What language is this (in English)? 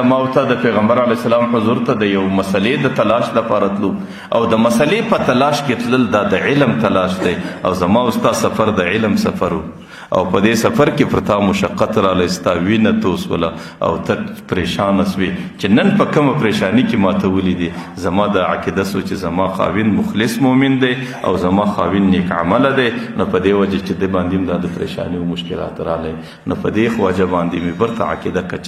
Pashto